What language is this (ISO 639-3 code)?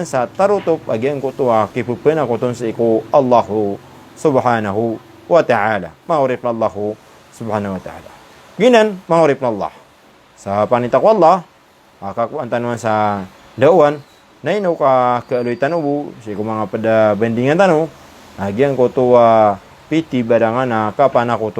mrw